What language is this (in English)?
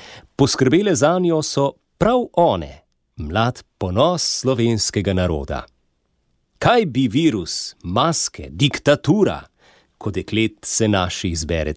Slovenian